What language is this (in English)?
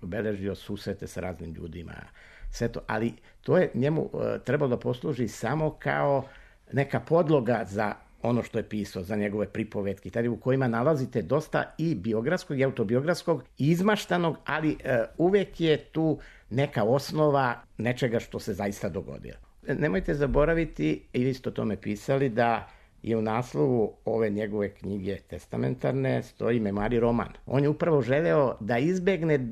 Serbian